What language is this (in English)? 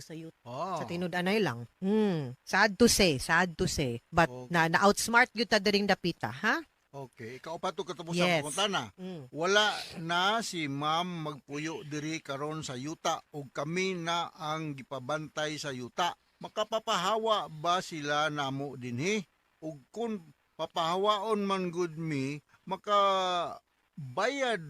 Cebuano